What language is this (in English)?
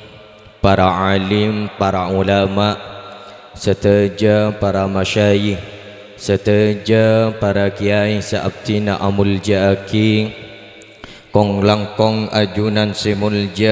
Madurese